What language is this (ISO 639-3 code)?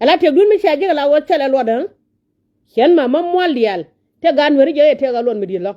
nus